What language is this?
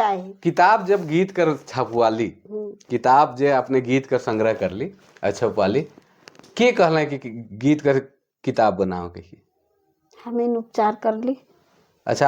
Sadri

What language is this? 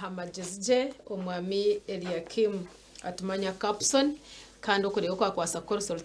Nyankole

